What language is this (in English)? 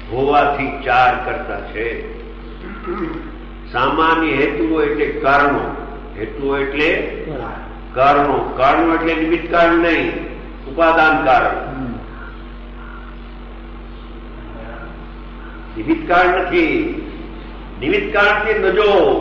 Gujarati